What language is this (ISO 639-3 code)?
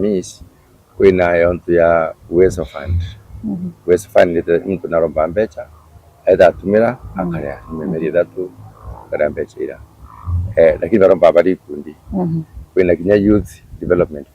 mer